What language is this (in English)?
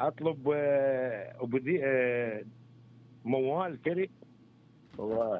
Mesopotamian Arabic